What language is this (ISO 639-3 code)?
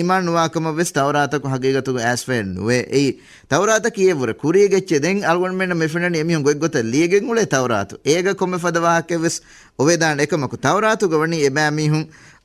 div